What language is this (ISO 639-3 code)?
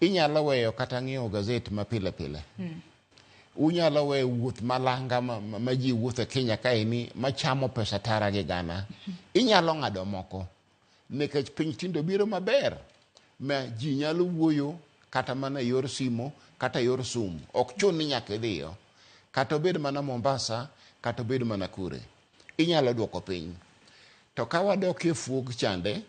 luo